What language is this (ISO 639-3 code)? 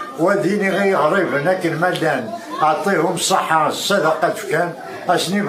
kab